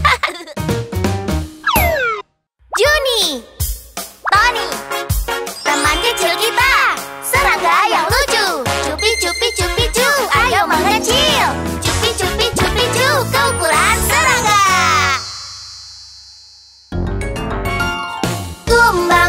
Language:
Indonesian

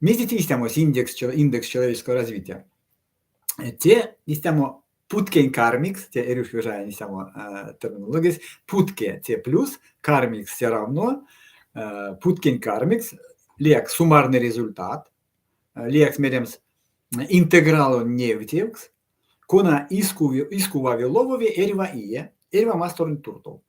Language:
Erzya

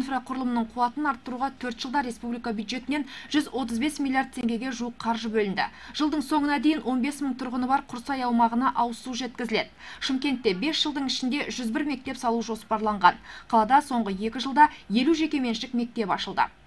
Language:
Kazakh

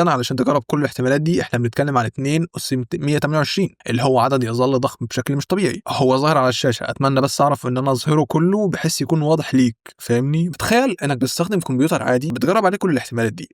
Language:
Egyptian Arabic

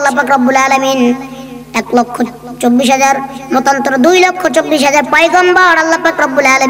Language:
Bangla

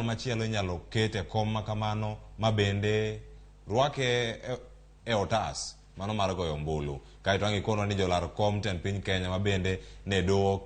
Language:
Luo (Kenya and Tanzania)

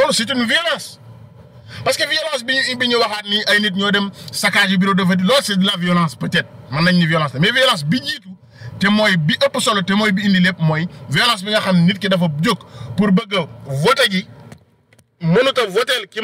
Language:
Wolof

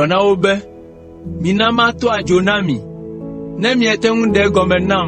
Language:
Ewe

